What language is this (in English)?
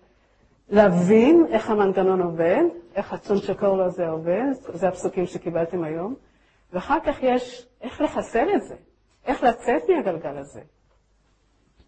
Hebrew